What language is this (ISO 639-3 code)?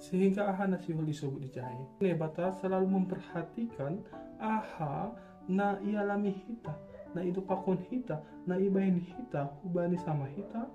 bts